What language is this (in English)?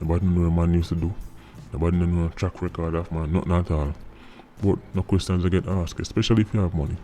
Jamaican Creole English